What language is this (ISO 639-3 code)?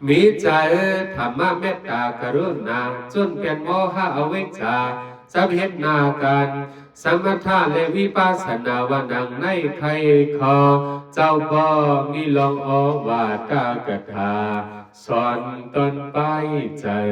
shn